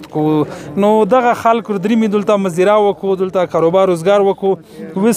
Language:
Pashto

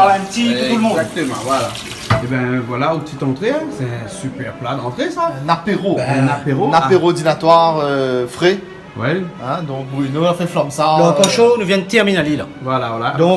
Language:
Réunion Creole French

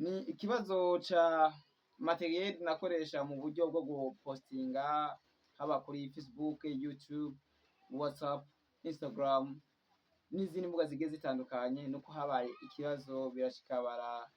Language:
Rundi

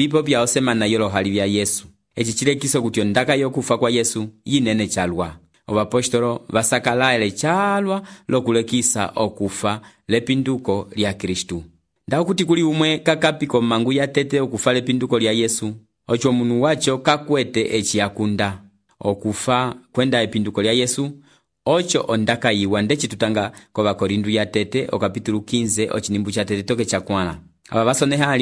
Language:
Umbundu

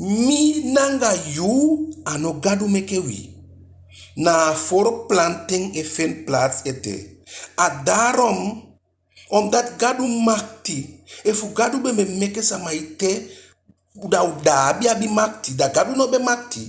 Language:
Eastern Maroon Creole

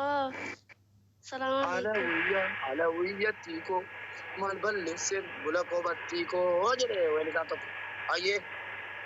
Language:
Oromo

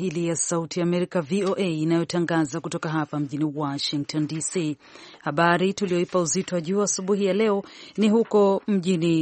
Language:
Swahili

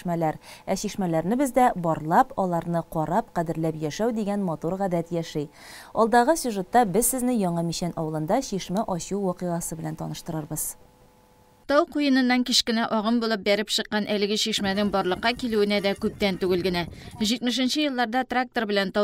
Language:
Tatar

